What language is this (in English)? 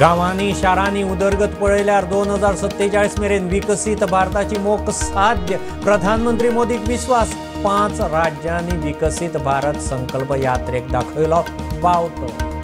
Konkani